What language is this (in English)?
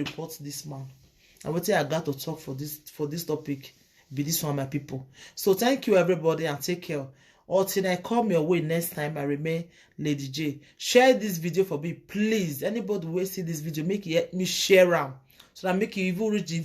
Nigerian Pidgin